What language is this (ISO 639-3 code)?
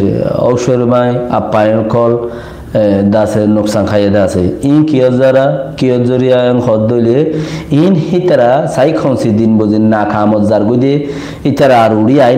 rhg